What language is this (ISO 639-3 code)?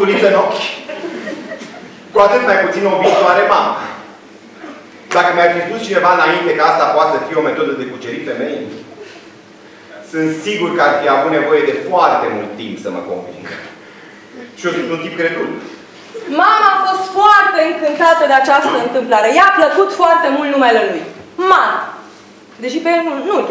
ron